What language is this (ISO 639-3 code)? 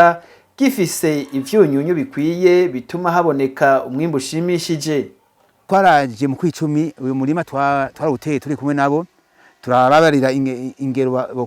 run